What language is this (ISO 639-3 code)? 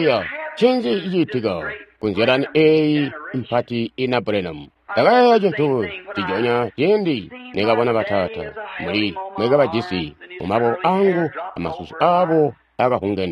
toi